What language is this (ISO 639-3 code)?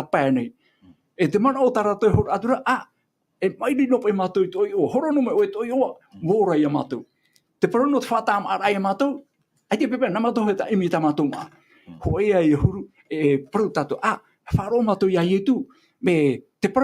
tah